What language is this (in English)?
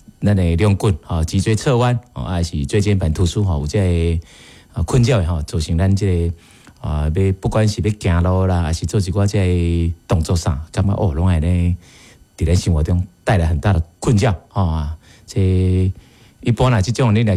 Min Nan Chinese